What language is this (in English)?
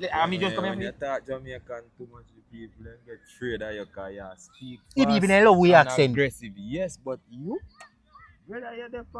Jamaican Creole English